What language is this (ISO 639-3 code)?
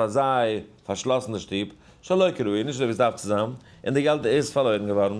yid